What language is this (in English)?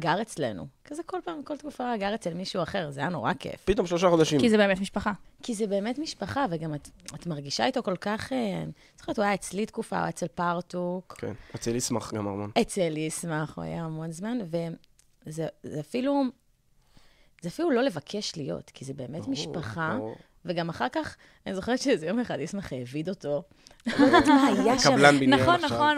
Hebrew